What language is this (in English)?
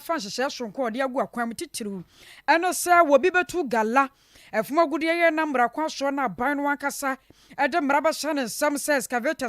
Akan